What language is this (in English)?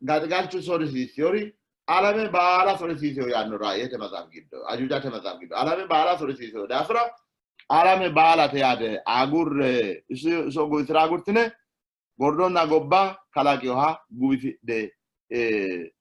Sidamo